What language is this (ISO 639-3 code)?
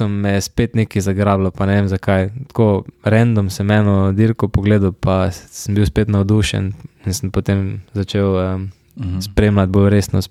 slv